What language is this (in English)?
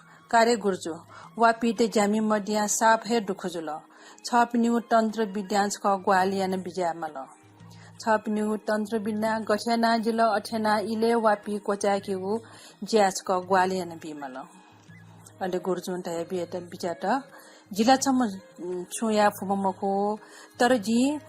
Newari